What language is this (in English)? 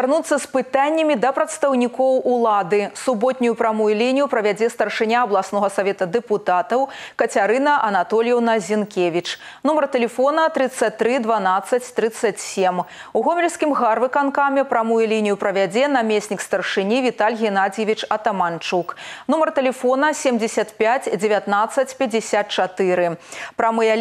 Belarusian